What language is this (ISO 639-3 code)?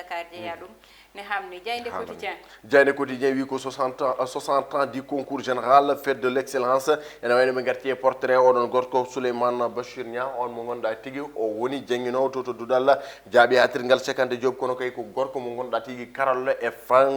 ful